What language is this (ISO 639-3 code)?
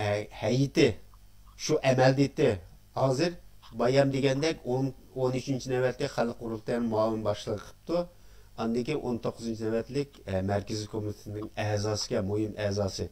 uig